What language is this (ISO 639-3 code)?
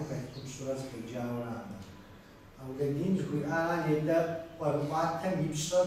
kbd